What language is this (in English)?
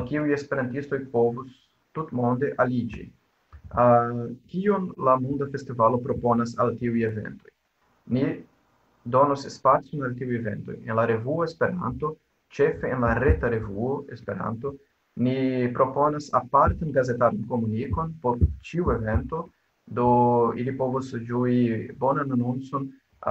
Esperanto